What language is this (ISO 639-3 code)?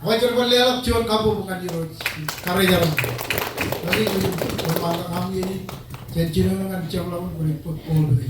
mah